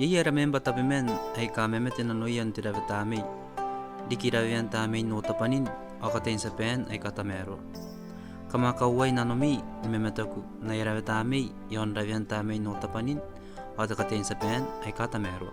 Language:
Gilbertese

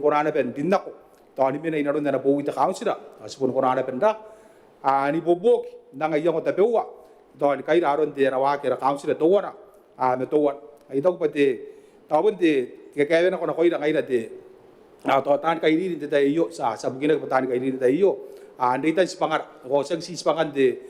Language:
Gilbertese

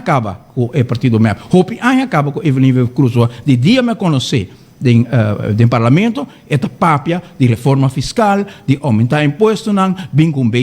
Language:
Papiamento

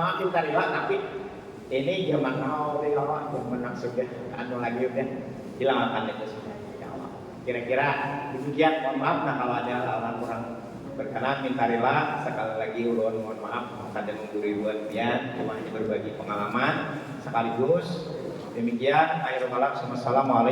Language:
Banjar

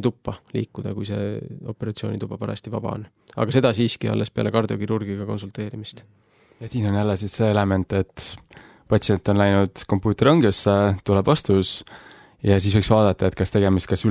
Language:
Estonian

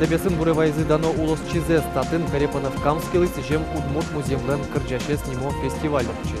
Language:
Udmurt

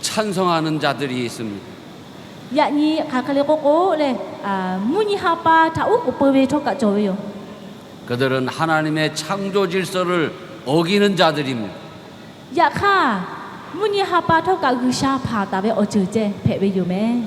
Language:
Lahu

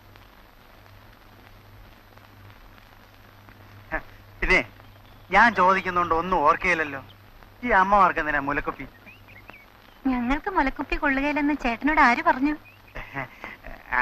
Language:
Malayalam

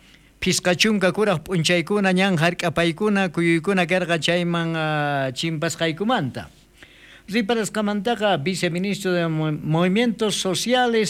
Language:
South Bolivian Quechua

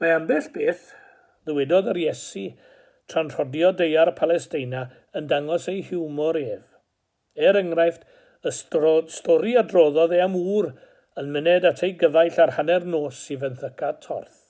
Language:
Welsh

